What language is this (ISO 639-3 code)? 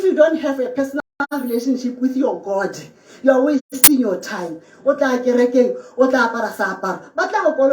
tsn